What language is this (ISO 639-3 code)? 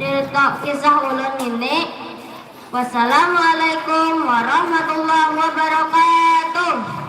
bjn